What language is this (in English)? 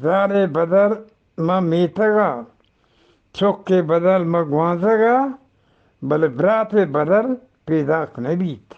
Eastern Balochi